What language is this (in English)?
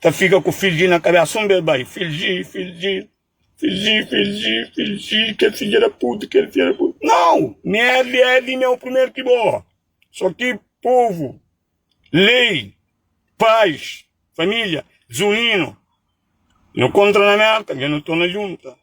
Kabuverdianu